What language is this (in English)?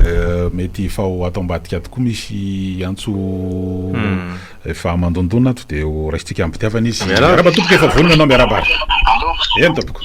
Malagasy